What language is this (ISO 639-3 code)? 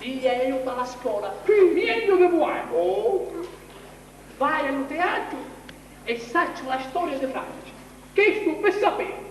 scn